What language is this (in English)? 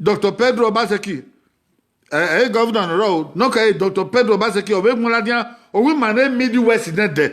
Bini